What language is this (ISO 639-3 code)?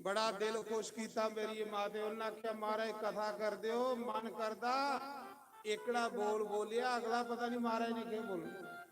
doi